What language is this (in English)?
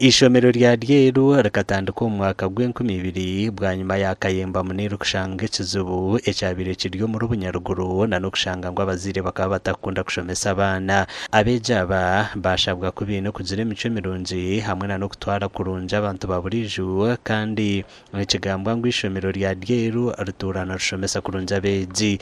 Nyankole